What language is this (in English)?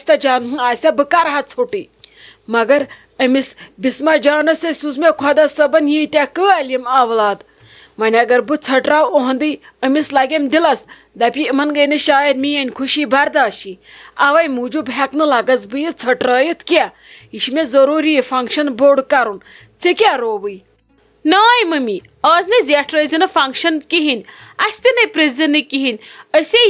Kashmiri